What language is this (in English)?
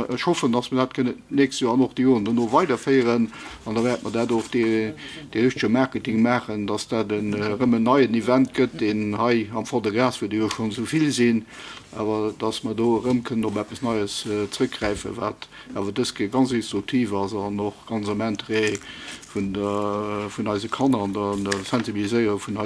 Luxembourgish